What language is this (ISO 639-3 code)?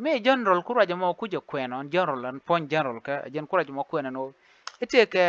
nus